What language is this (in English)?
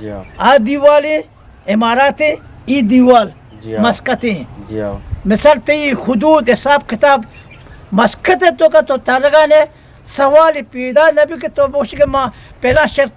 Eastern Balochi